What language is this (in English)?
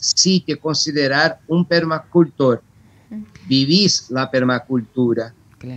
Spanish